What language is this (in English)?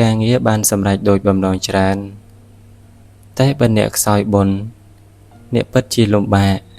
Khmer